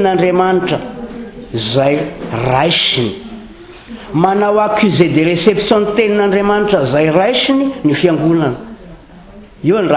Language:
Malagasy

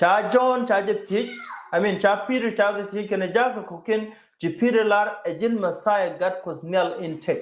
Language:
Nuer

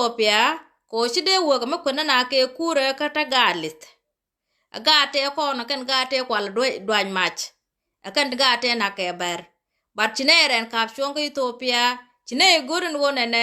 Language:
Nuer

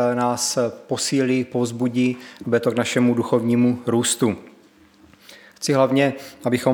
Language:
Czech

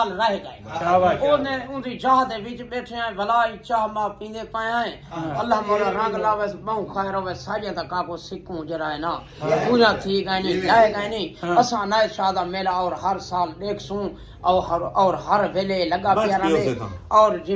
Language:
Saraiki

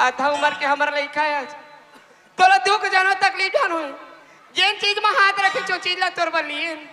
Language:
Chhattisgarhi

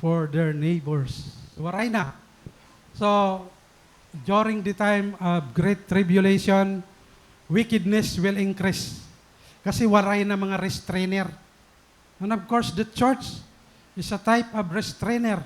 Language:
Waray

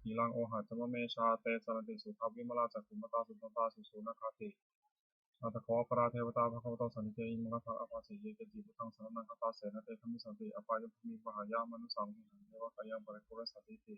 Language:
Pali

